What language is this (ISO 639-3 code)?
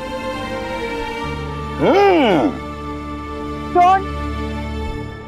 hin